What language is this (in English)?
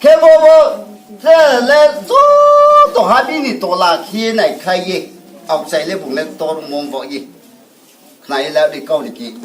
Riang (India)